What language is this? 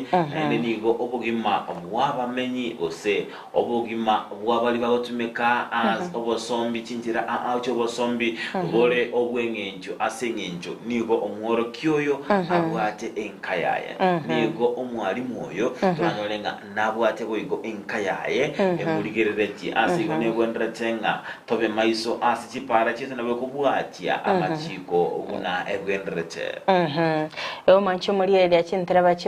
Gusii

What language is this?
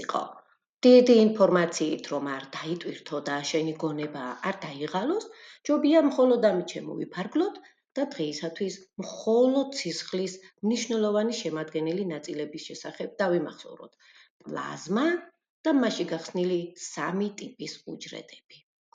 Georgian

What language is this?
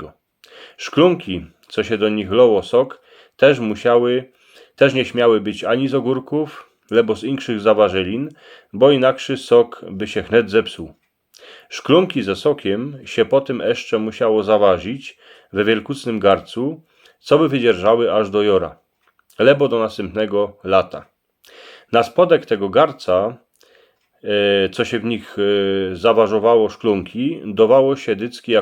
Silesian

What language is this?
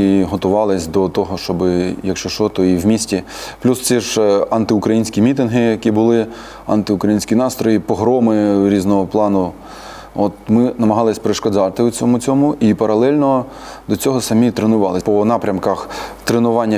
Ukrainian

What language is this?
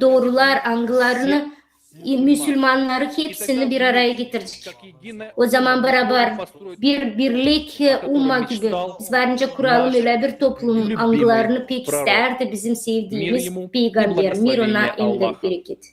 Gagauz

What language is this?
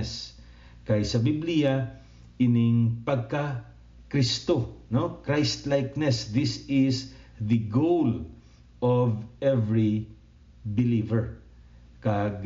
Hiligaynon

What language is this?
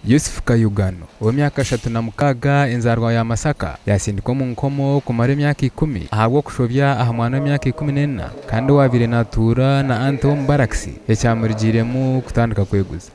Nyankole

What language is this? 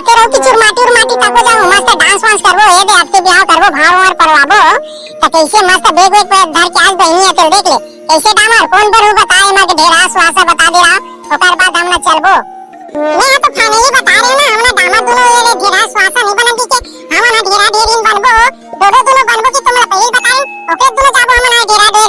Chhattisgarhi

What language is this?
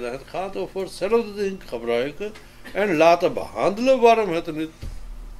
Dutch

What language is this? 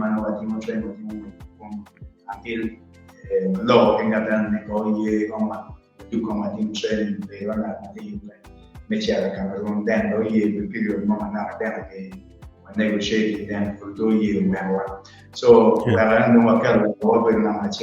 Acoli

